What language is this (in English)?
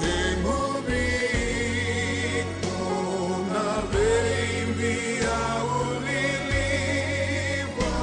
Fijian